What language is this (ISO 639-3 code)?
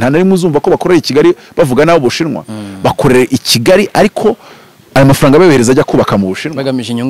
kin